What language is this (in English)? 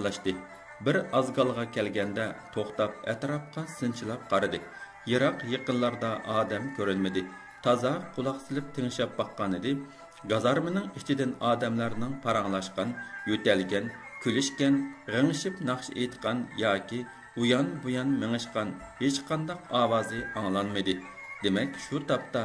Uyghur